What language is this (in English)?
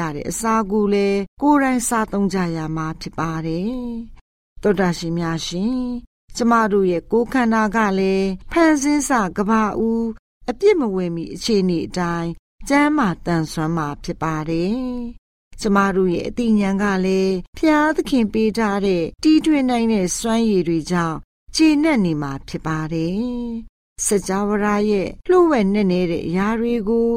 Burmese